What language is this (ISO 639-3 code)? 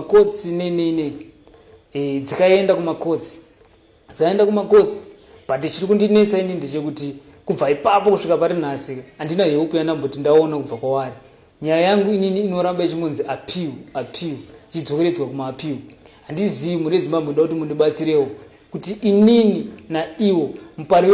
sna